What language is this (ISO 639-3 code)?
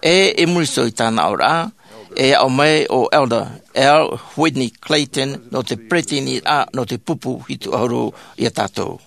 tah